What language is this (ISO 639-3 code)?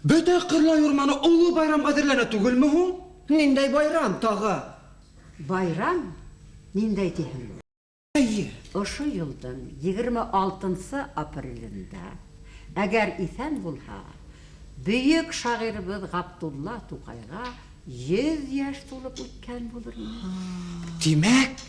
bak